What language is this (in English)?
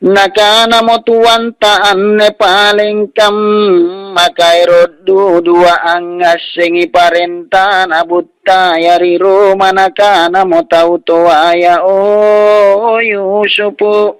Makasar